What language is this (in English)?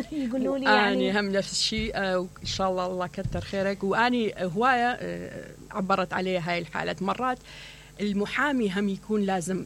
Mesopotamian Arabic